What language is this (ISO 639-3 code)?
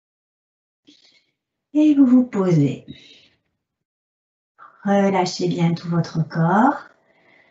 fra